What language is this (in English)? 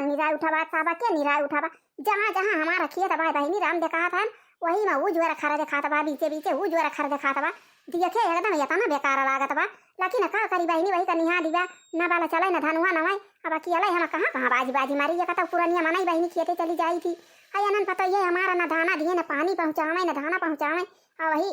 Awadhi